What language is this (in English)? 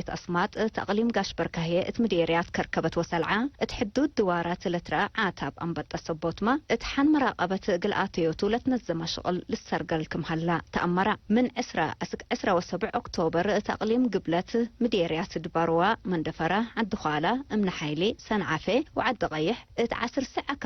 Tigre